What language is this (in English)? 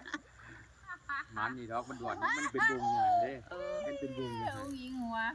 Lao